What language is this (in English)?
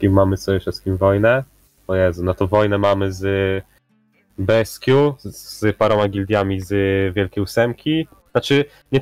Polish